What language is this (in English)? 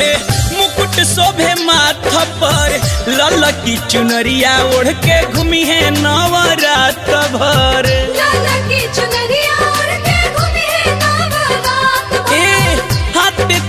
Bhojpuri